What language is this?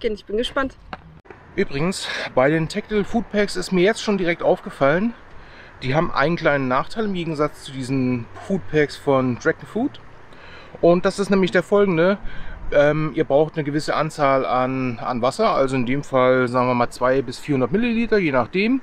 German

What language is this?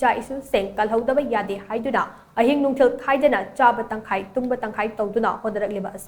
Manipuri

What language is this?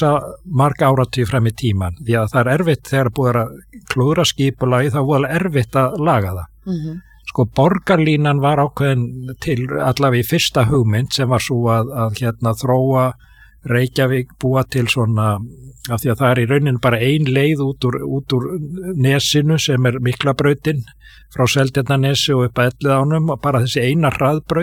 Icelandic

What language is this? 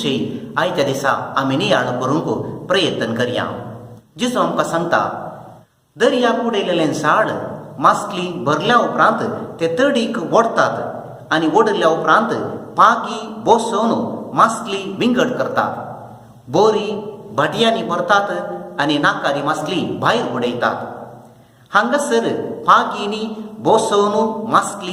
Konkani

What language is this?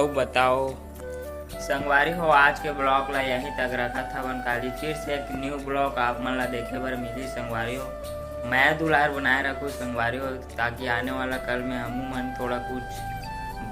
Chhattisgarhi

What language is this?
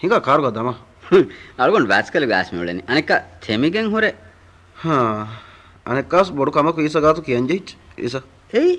Divehi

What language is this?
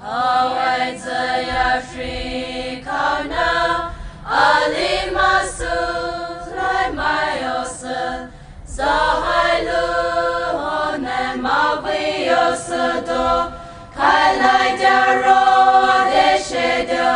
Poumei Naga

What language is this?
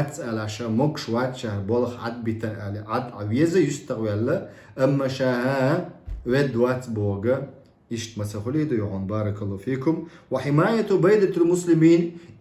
Chechen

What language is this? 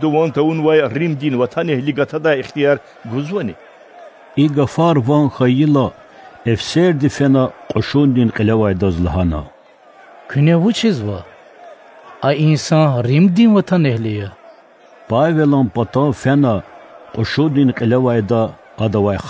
Lezghian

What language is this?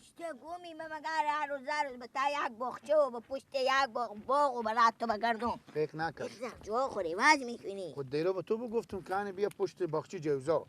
Persian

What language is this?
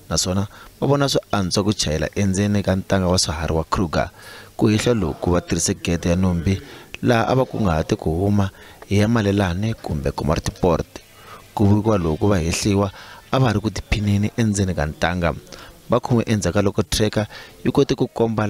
Tsonga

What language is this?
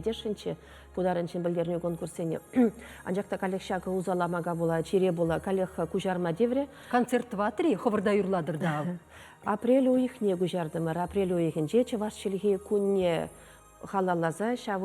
Chuvash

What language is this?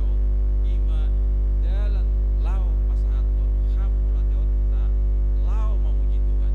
Batak Toba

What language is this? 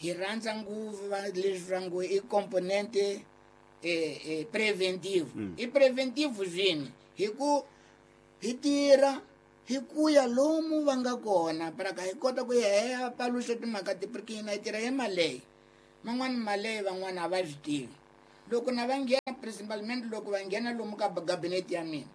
Tsonga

